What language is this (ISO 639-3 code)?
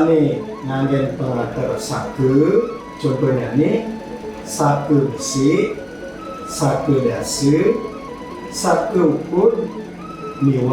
ban